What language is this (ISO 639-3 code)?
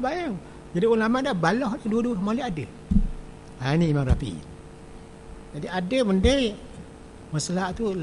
msa